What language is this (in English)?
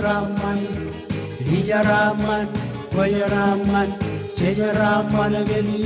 Marshallese